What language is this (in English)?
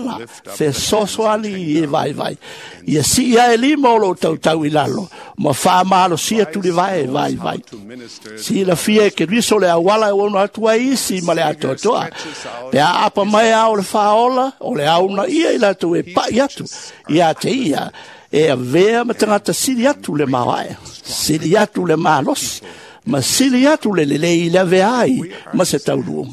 Samoan